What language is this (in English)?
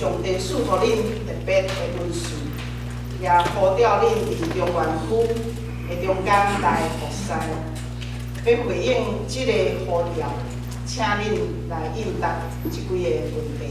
Min Nan Chinese